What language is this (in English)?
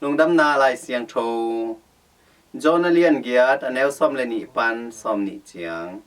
Tedim Chin